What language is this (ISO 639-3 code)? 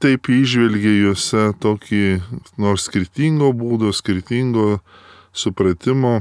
lit